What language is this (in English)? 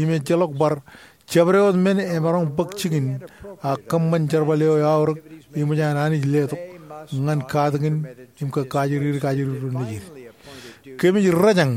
Marshallese